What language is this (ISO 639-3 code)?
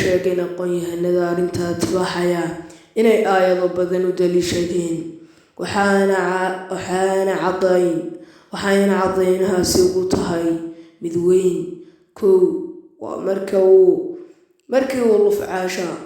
som